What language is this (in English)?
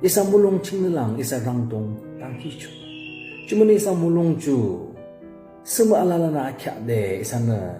Yimchungru Naga